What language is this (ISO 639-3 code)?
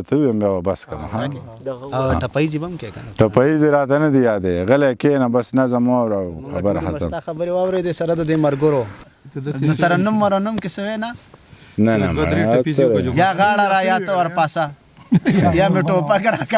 pus